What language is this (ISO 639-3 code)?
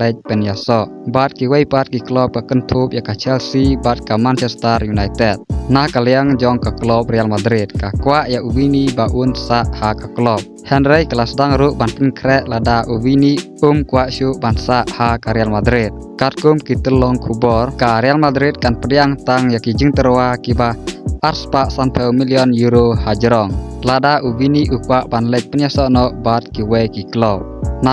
kha